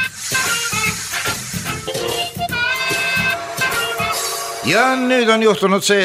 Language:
Estonian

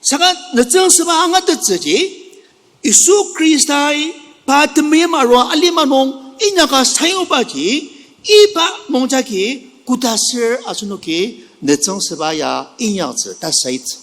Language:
Ao Naga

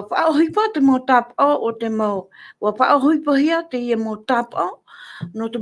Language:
Tahitian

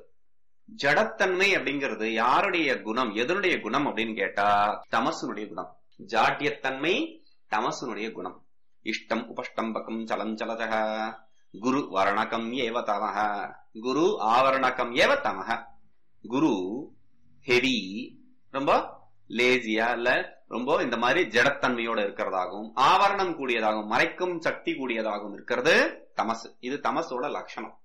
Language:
Tamil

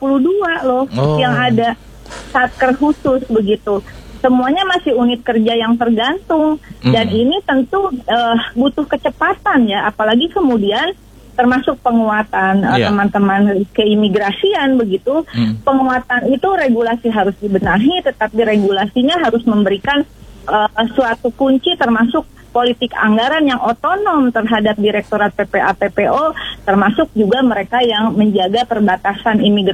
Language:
Indonesian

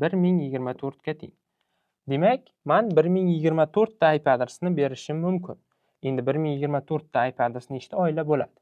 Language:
Uzbek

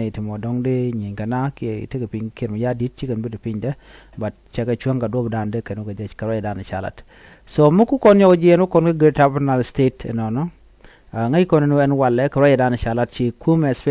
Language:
Nuer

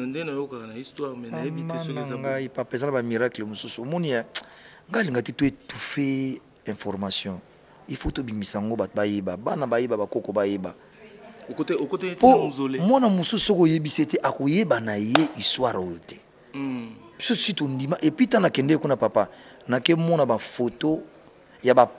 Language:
Lingala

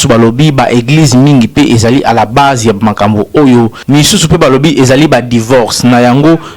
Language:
Lingala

